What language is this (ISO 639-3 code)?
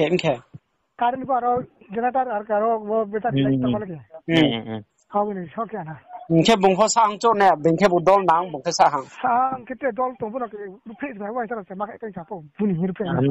ria